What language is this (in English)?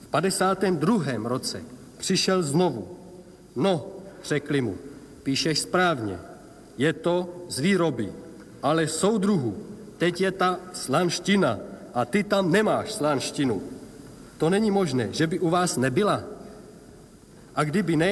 Czech